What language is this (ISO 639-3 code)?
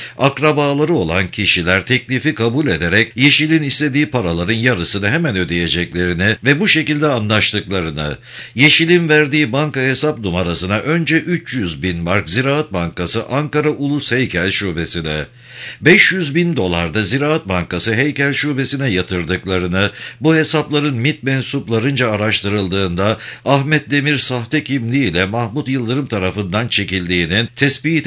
tur